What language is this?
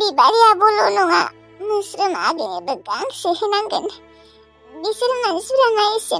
Bodo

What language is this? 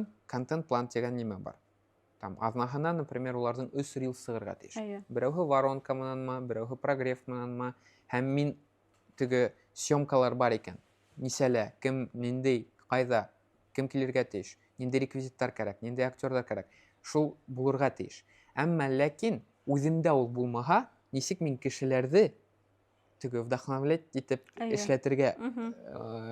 Bashkir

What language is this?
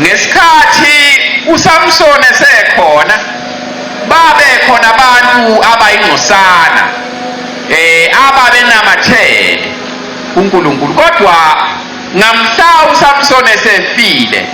Zulu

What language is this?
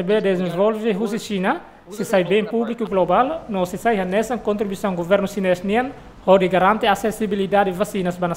Tetum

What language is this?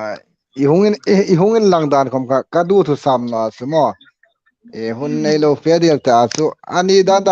Hmar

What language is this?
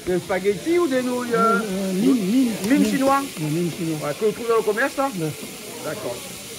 Réunion Creole French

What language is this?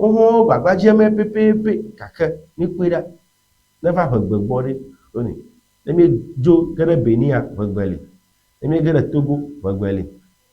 Ewe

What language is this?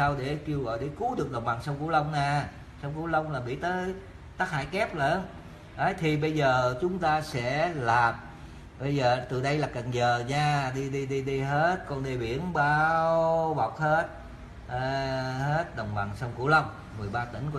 Vietnamese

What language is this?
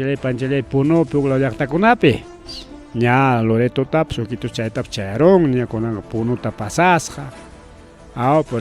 Ayacucho Quechua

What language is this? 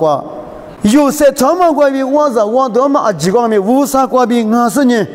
Lisu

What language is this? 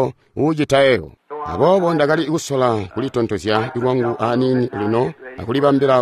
Tonga (Zambia)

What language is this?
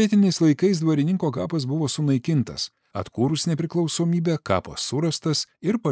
Lithuanian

